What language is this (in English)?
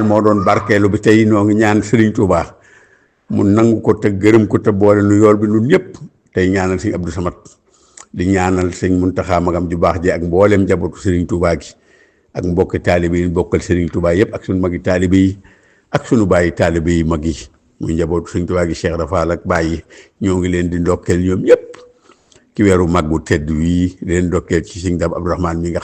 Wolof